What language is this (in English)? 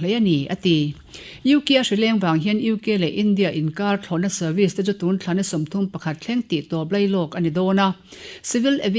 Mizo